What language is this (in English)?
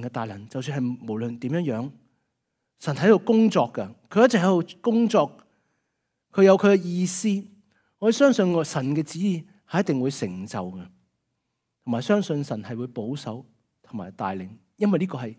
Cantonese